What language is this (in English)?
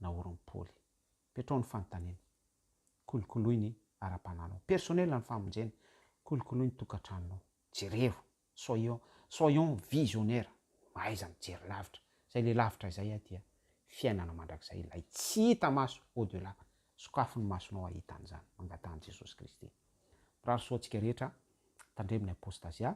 Malagasy